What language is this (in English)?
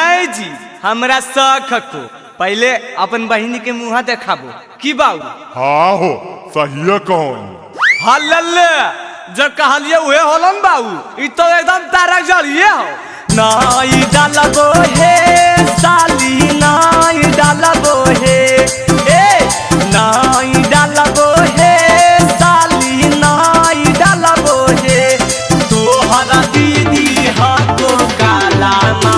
Magahi